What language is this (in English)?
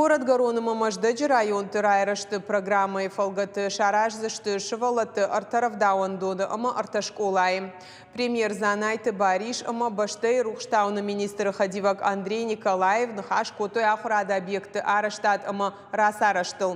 Ossetic